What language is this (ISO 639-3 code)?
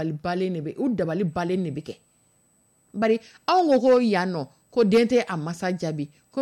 dyu